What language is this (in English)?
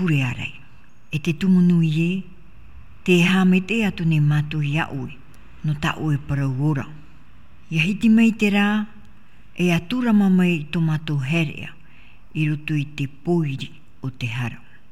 Tahitian